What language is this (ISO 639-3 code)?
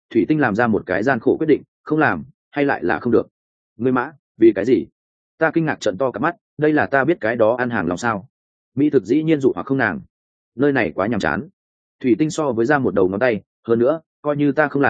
vie